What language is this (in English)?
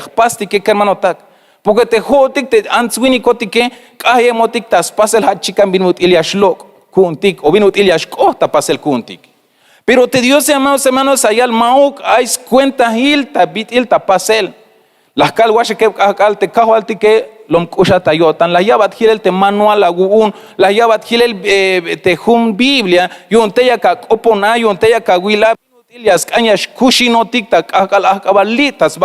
Tzeltal